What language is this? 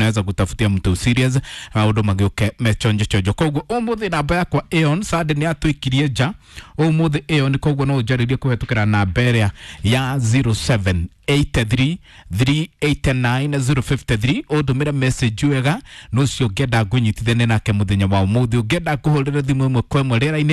Kikuyu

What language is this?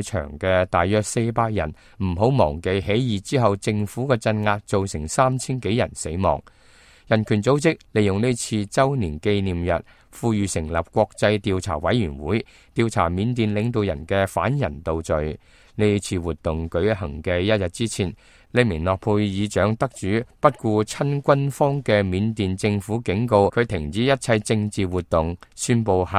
Cantonese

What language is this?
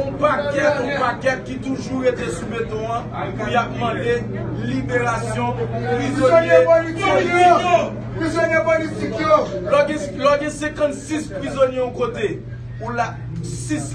Haitian Creole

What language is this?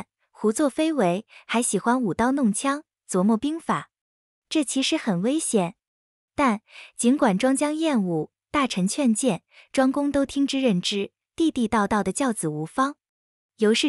Chinese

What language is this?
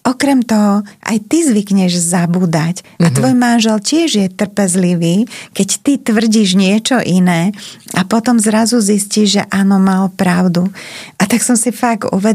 Slovak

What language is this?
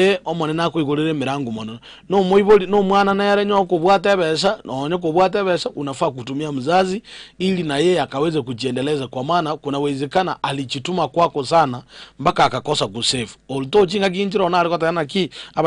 Gusii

